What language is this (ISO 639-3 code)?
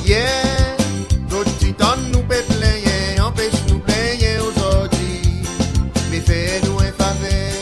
crs